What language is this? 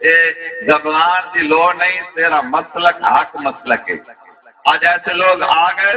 Saraiki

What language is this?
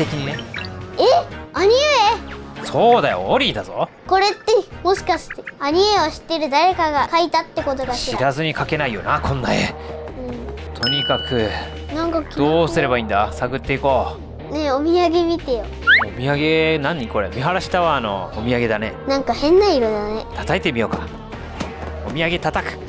Japanese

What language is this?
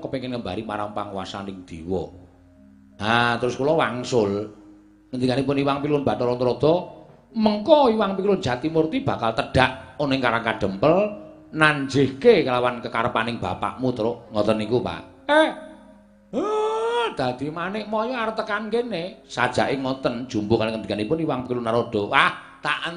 Javanese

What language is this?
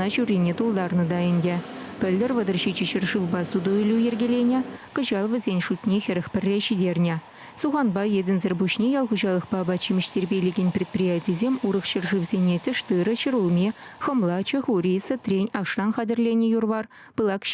Chuvash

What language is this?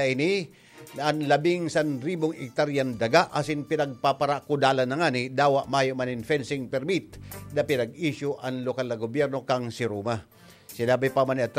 Bikol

